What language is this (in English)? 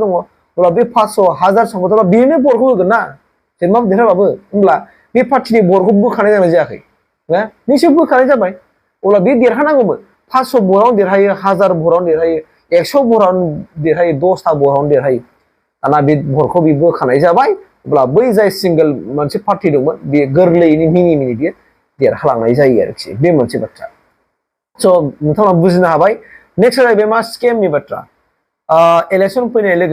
Bodo